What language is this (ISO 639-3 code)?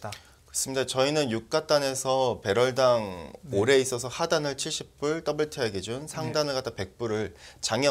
kor